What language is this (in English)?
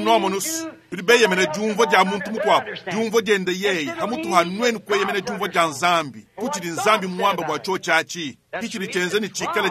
Luba-Lulua